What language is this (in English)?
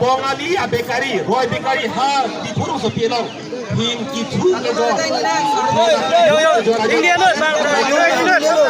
Karbi